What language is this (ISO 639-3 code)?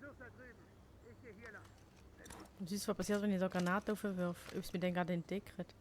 gsw